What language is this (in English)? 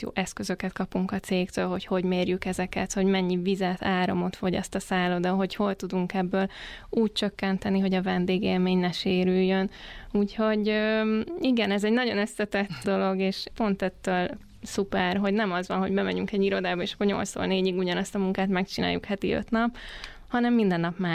Hungarian